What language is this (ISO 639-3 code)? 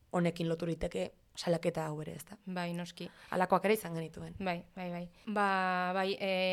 eus